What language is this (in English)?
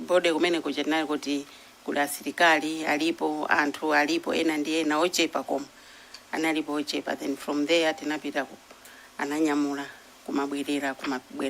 Nyanja